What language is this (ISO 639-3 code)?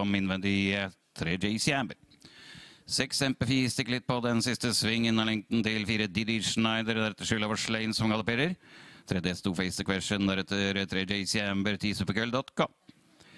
nor